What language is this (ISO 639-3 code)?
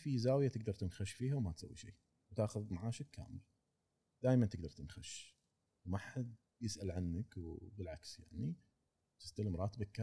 afb